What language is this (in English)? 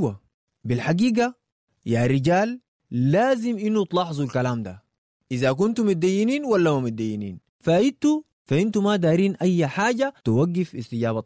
Sudanese Arabic